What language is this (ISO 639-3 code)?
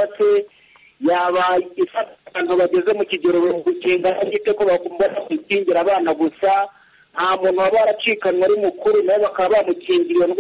kin